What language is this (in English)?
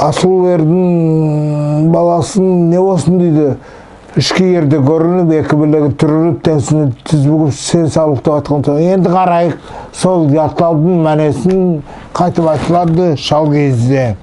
Nogai